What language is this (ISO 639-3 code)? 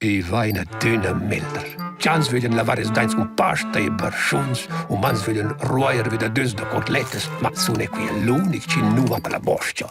roh